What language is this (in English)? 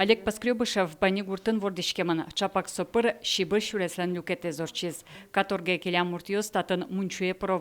Udmurt